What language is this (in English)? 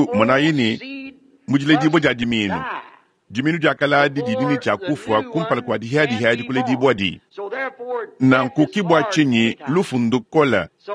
Luba-Lulua